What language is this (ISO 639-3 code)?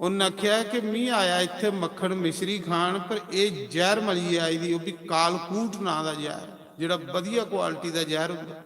doi